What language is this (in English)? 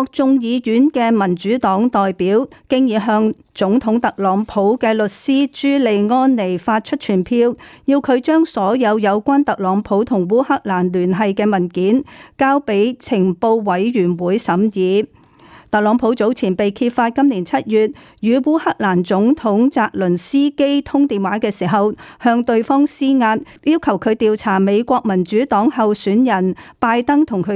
Cantonese